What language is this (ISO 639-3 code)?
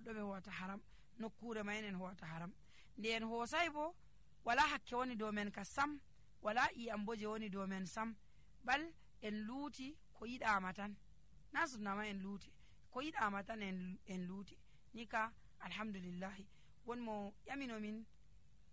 fuv